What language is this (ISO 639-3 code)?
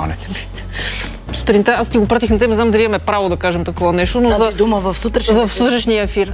bul